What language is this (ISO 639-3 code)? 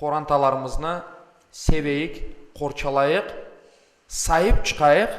crh